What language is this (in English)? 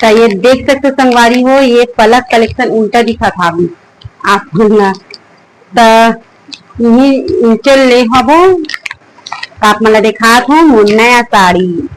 Chhattisgarhi